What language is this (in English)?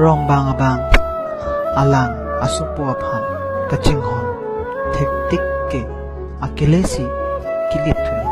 Karbi